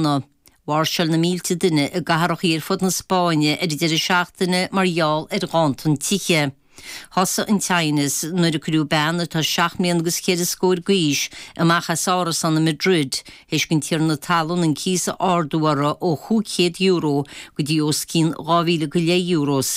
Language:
Irish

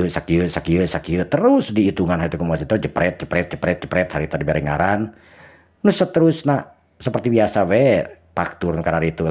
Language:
Sundanese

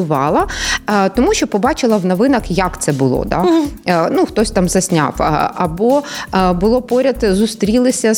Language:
Ukrainian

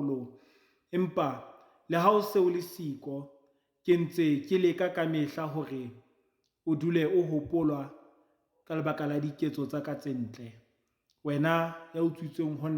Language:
Southern Sotho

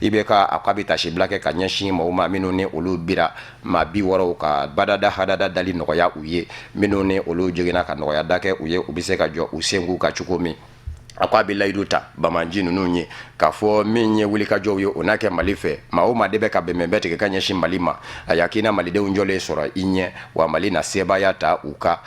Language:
Bambara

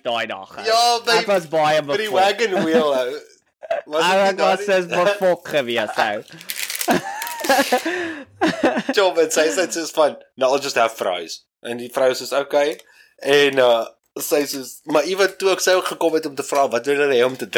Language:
Afrikaans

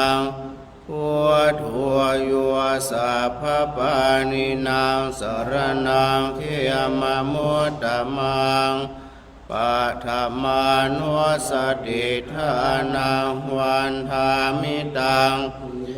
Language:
Pali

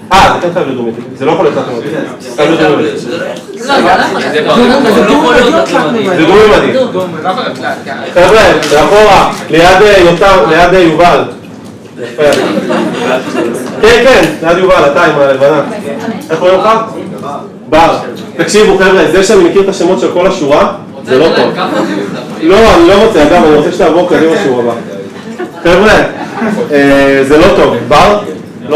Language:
Hebrew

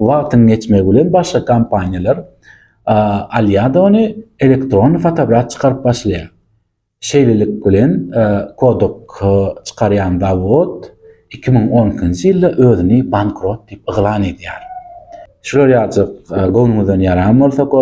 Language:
Turkmen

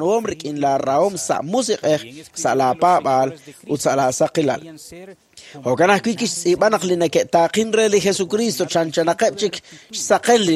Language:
Kekchí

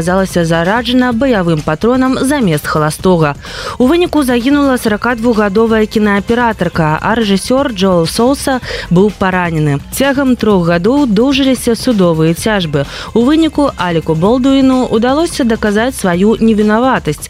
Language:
Belarusian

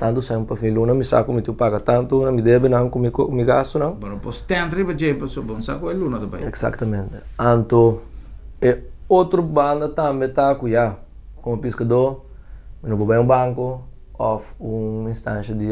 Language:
Papiamento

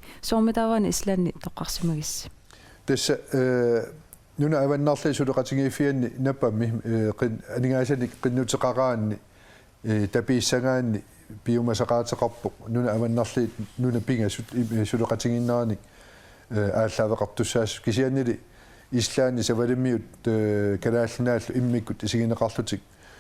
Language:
Kalaallisut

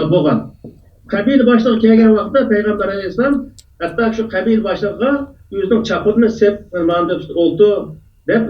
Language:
Uyghur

